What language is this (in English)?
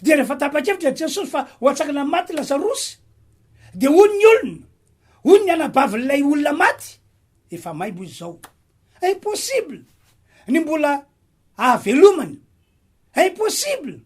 Malagasy